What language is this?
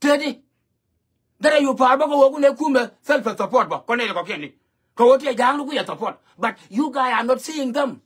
Nuer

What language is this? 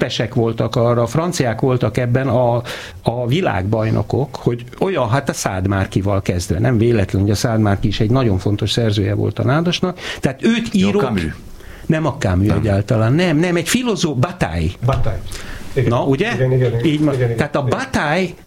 Hungarian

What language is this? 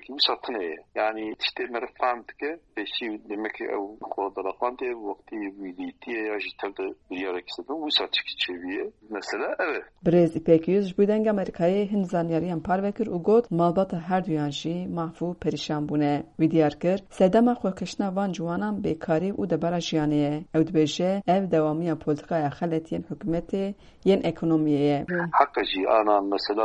Kurdish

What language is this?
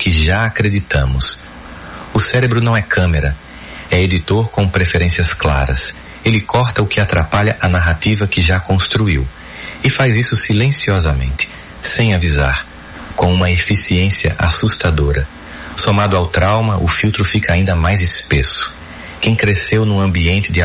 Portuguese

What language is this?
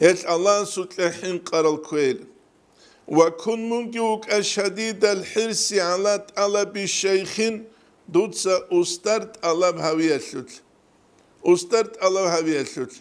Avaric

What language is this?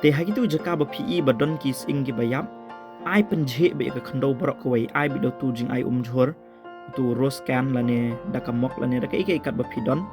Khasi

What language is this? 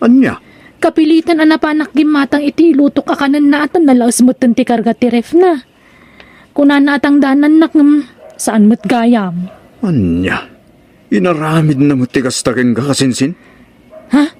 Iloko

